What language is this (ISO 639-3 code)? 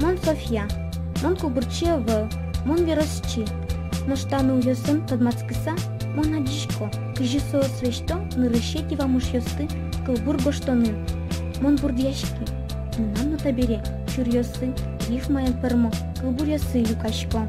udm